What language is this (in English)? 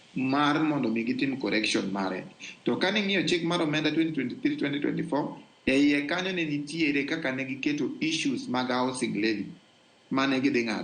Luo (Kenya and Tanzania)